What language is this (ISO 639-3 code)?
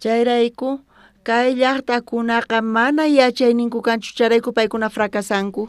quh